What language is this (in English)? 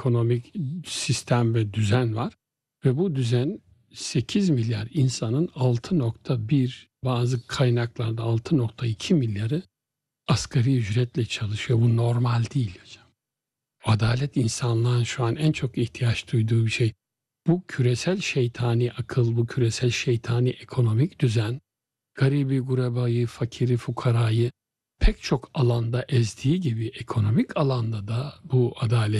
Turkish